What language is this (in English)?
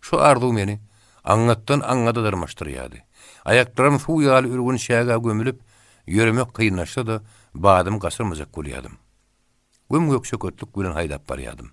Turkmen